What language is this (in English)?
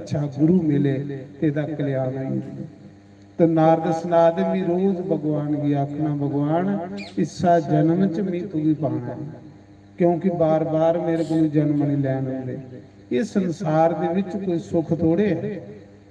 Dogri